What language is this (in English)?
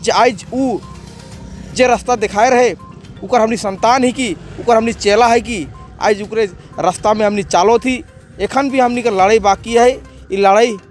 Sadri